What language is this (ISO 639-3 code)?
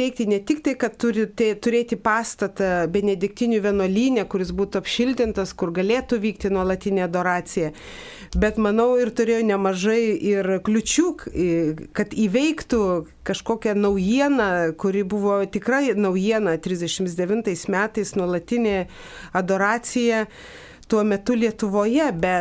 lit